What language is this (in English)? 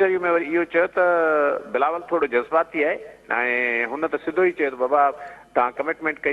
Sindhi